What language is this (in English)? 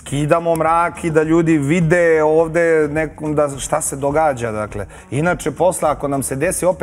Serbian